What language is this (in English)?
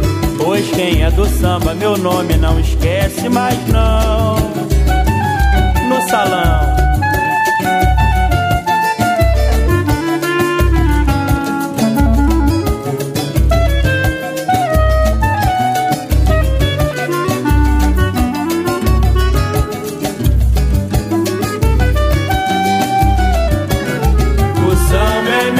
Portuguese